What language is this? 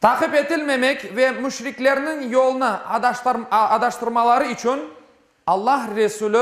Crimean Tatar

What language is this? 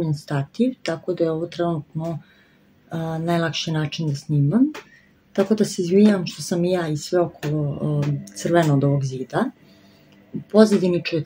Serbian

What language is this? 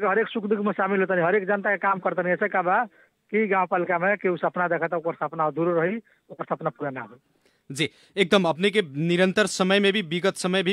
Bhojpuri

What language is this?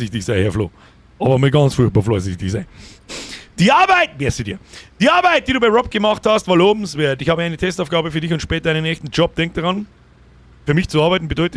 Bavarian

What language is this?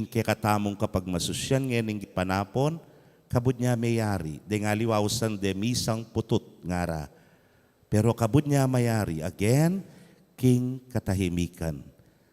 Pampanga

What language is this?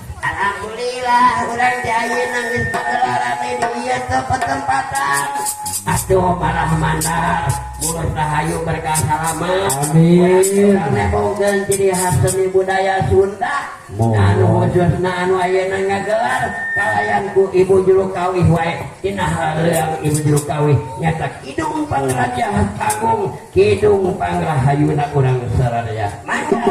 Sundanese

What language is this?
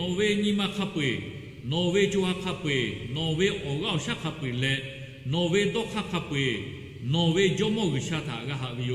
Lahu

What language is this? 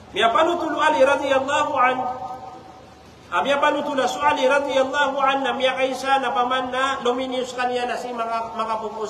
Maranao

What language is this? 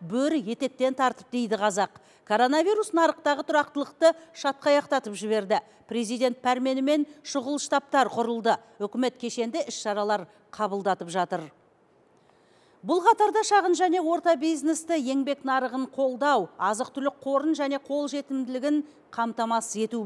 Kazakh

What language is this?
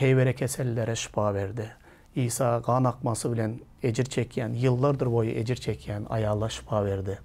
Turkmen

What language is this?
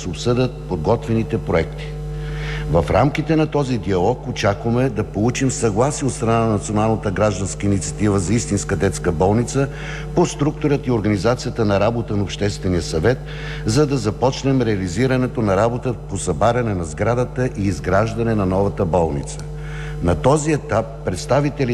Bulgarian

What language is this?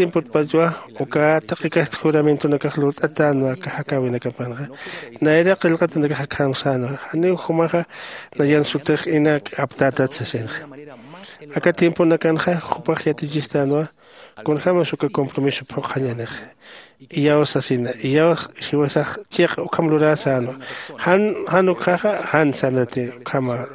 Aymara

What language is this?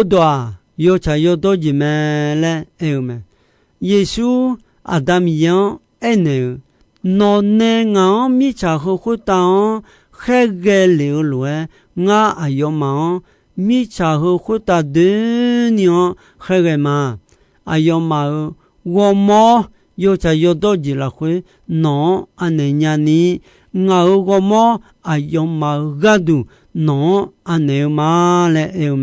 Akha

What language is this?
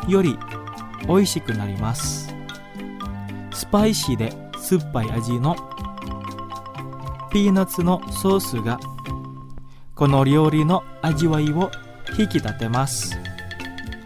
Japanese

